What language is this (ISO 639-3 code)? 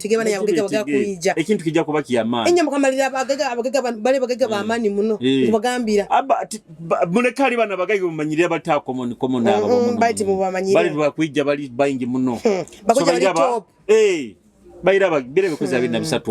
nyo